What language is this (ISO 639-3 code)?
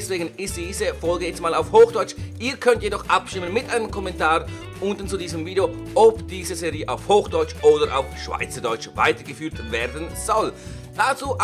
gsw